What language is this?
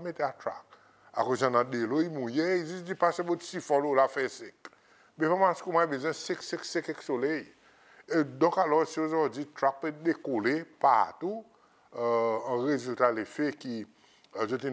Seselwa Creole French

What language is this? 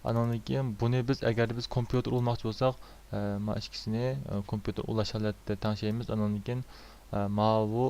Uyghur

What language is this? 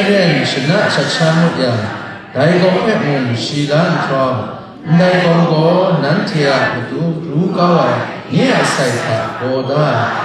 Kachin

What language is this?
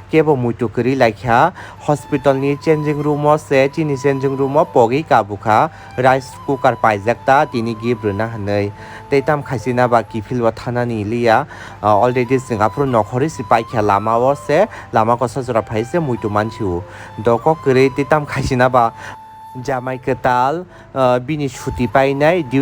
Kok Borok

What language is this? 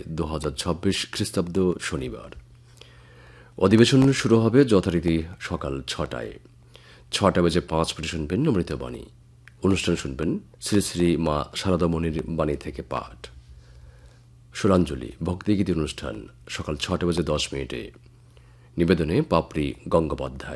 Bangla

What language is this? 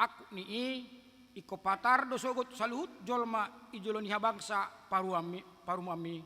Batak Toba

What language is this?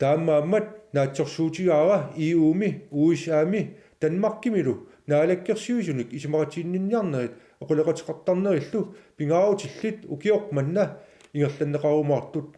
Kalaallisut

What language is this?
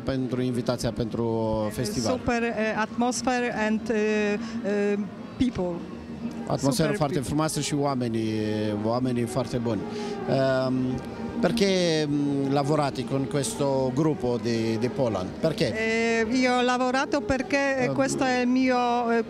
Romanian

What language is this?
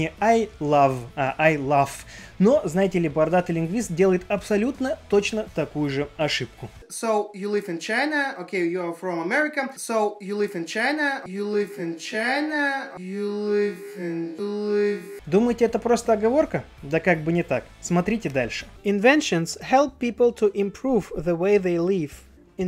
Russian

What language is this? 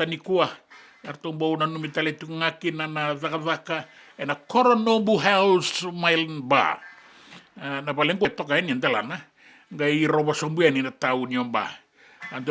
Fijian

